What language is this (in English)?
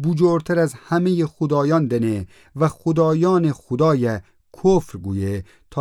Gilaki